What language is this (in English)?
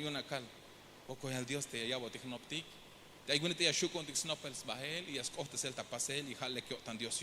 Tzeltal